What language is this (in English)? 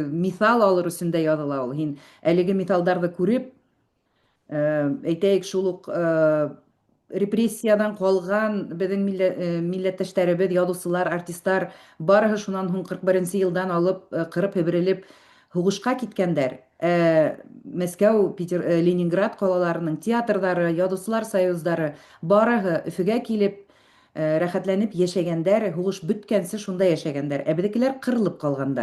Bashkir